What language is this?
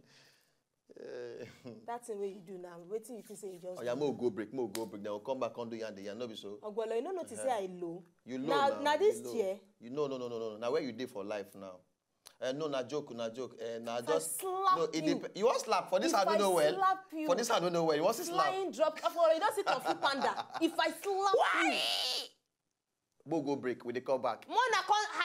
Nigerian Pidgin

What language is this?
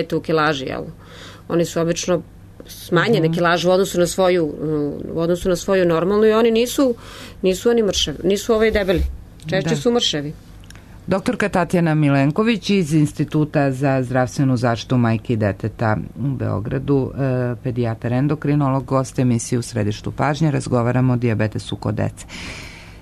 Serbian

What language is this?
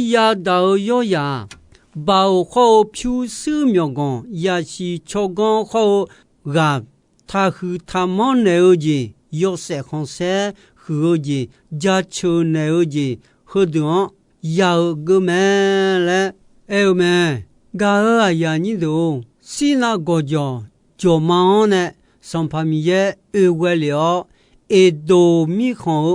Akha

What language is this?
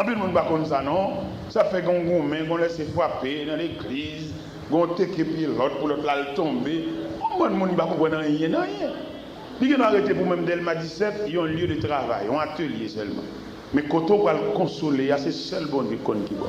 Haitian Creole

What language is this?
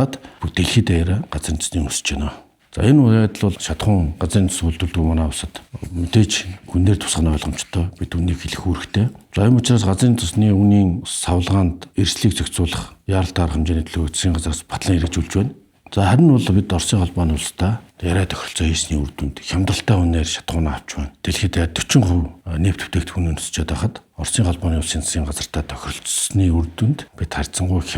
Mongolian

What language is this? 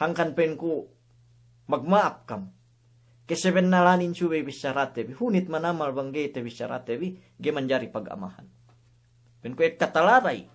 Yakan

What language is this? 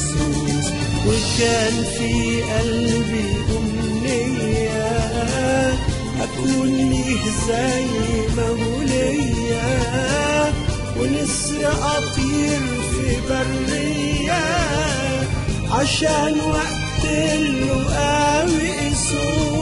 Egyptian Arabic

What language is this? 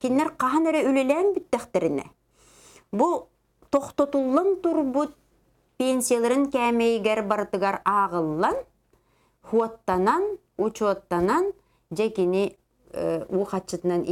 Yakut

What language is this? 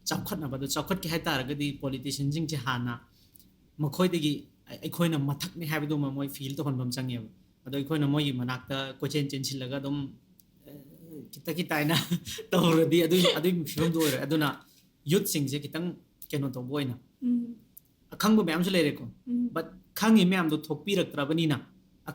Manipuri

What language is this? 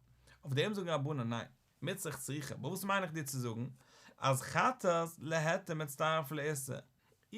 Yiddish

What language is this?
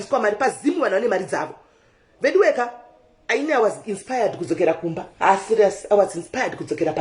Shona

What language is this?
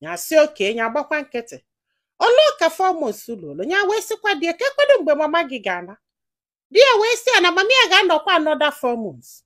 Igbo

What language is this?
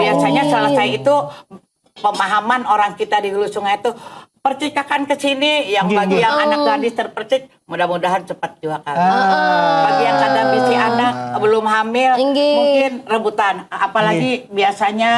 Banjar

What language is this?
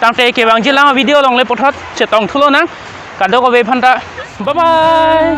Karbi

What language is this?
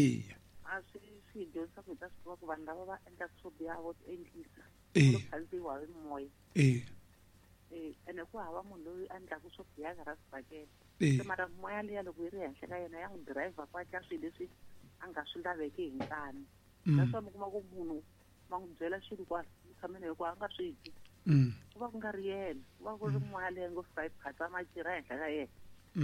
Tsonga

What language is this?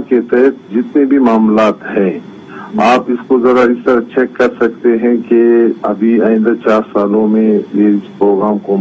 Urdu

